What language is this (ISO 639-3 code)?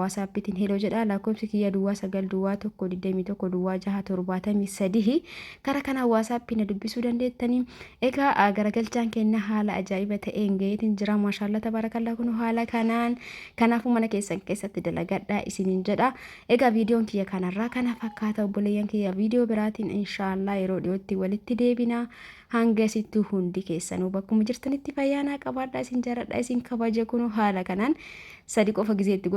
orm